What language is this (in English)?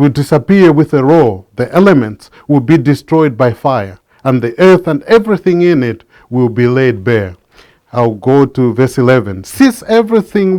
English